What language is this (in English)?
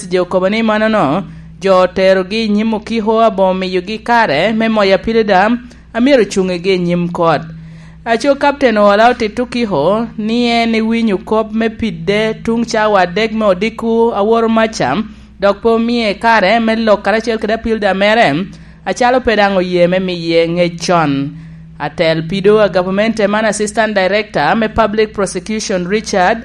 Lango (Uganda)